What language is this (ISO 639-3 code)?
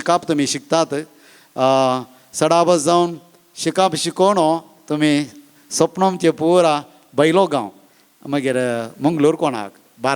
kok